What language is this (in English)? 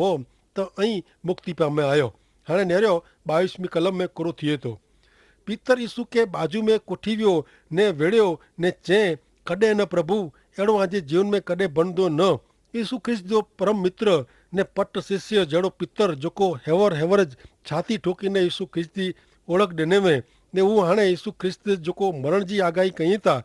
Kachhi